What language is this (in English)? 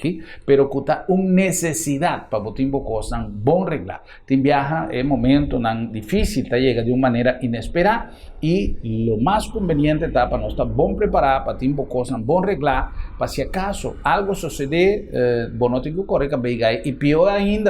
Papiamento